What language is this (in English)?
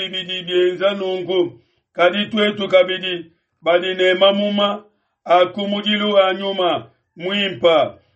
Luba-Lulua